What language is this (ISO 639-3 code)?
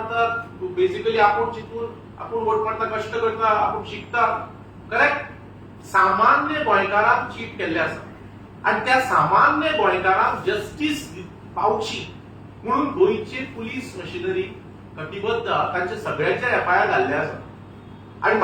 kok